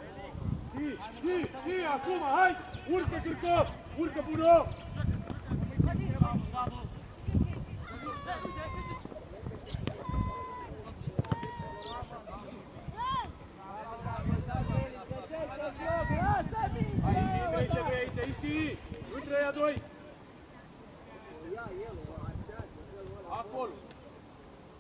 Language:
Romanian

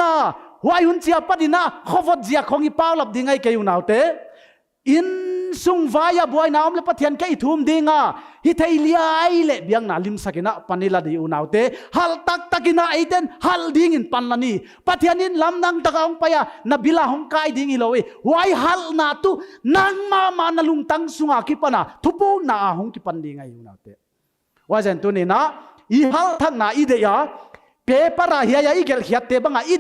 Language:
Paite Chin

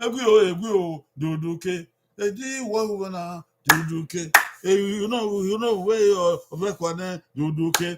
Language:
Bini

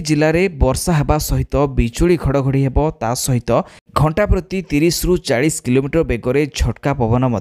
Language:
Odia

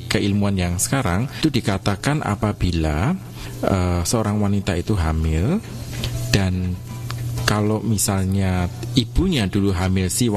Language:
Indonesian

